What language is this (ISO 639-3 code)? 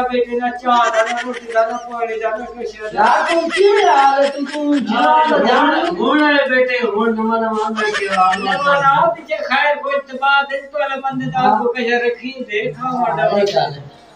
skr